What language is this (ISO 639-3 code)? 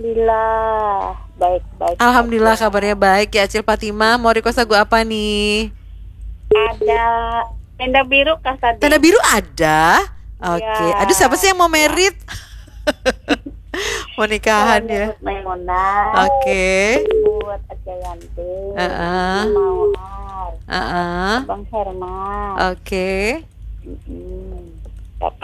ind